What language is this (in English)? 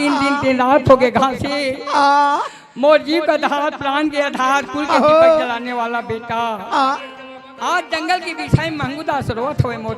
Chhattisgarhi